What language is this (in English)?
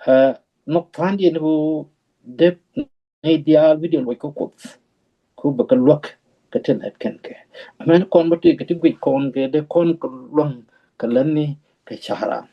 Nuer